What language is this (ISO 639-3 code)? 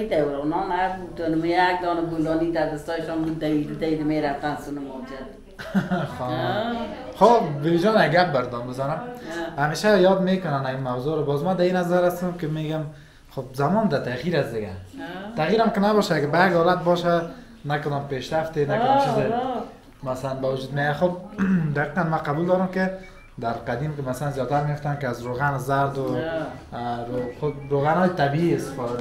fas